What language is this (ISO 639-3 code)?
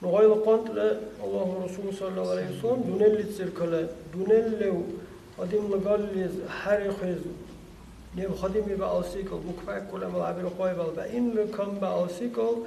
dar